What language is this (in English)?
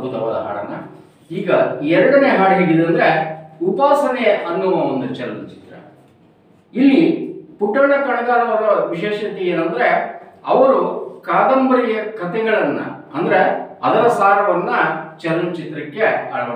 Kannada